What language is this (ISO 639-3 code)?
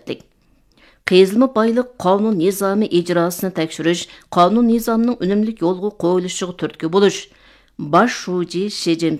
uig